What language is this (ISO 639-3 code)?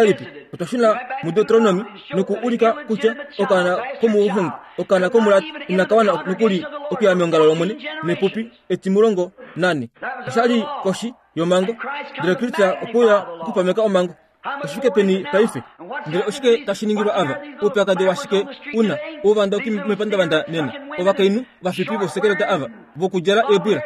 kua